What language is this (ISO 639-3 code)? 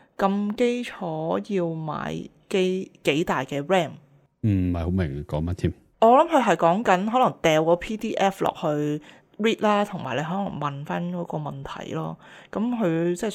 yue